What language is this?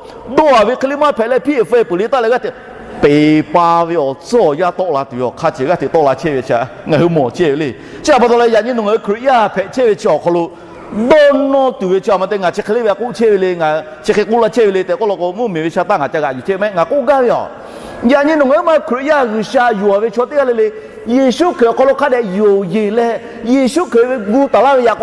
Lahu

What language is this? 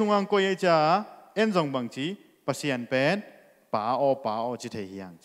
Tedim Chin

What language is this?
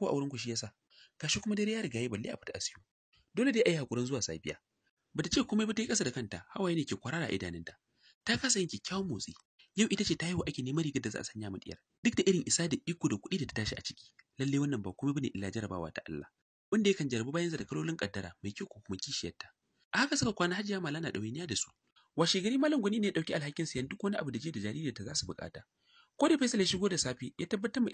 Hausa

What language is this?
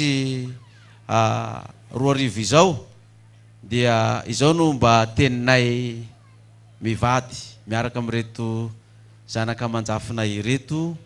Malagasy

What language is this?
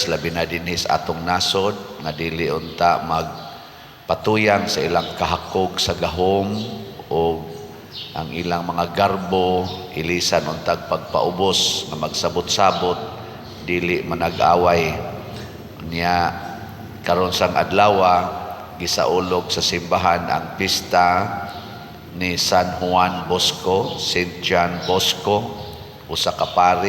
Cebuano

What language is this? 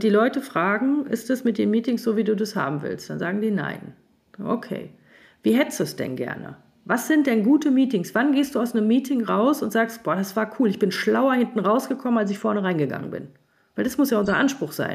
German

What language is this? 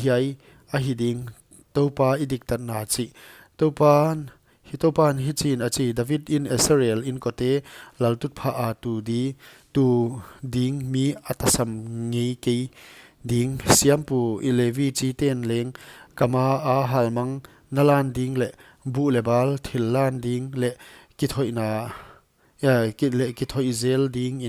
Paite Chin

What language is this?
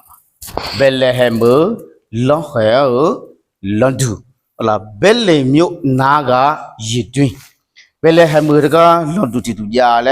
Akha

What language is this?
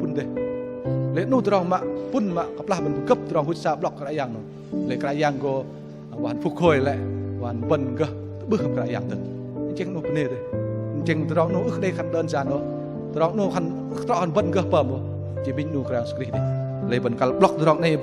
Bahnar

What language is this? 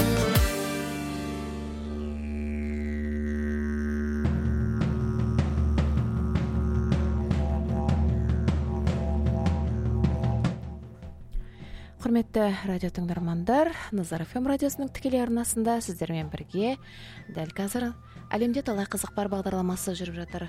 Kazakh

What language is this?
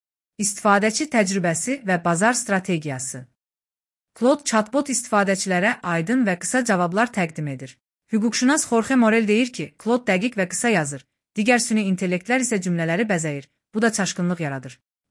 Azerbaijani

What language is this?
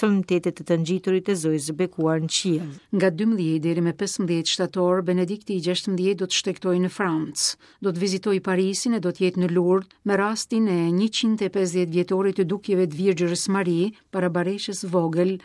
Albanian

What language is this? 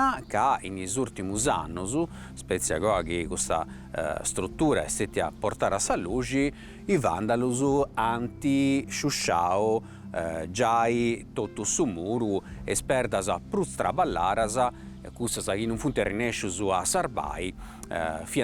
Sardinian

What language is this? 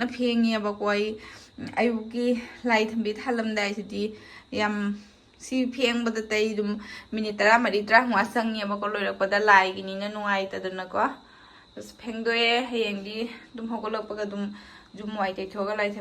Manipuri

